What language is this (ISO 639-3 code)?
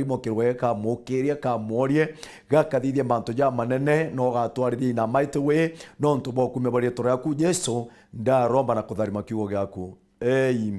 mer